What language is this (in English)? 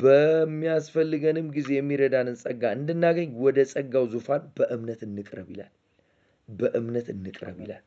Amharic